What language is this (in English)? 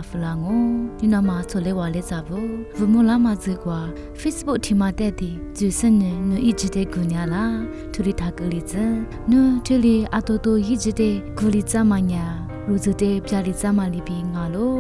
Lisu